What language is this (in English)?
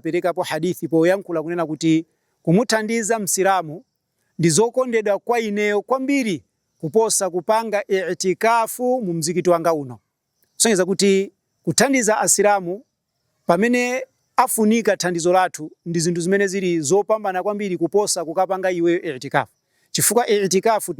Nyanja